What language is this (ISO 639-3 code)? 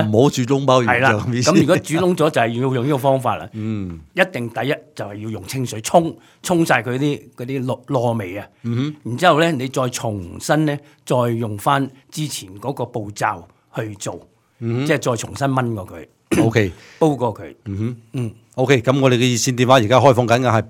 yue